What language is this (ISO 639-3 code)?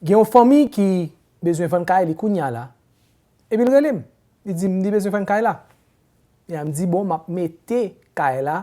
hat